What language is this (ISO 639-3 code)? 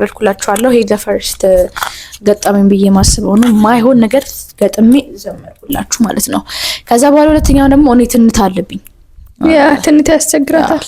amh